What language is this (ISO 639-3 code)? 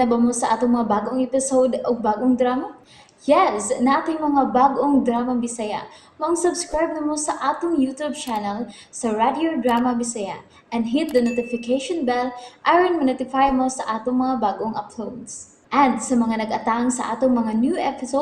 ceb